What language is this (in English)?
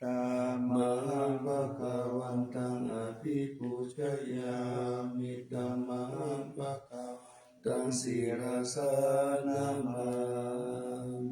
Pali